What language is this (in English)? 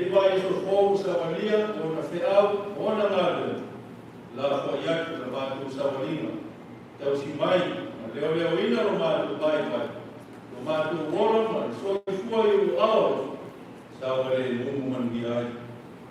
Samoan